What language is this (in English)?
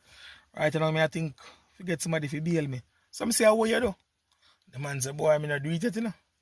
Jamaican Creole English